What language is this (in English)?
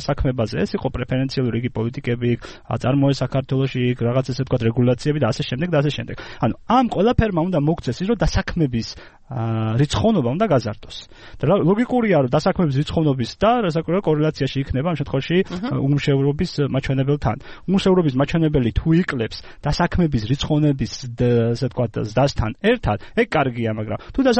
Georgian